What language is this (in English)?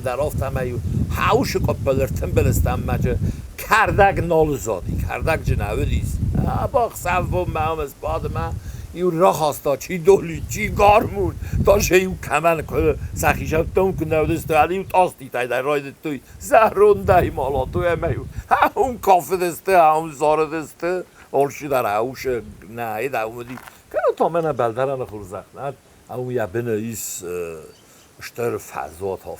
Ossetic